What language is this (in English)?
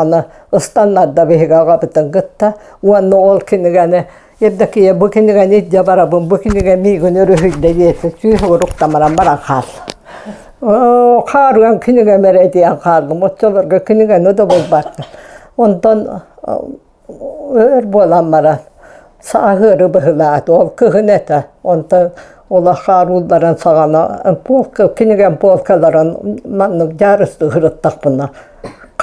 Yakut